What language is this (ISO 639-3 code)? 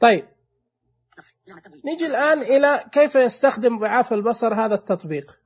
ars